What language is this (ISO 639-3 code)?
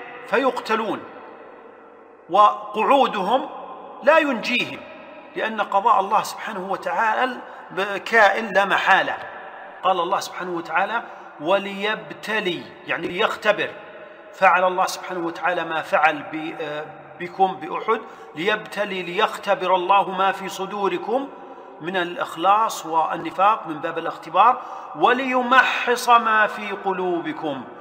ara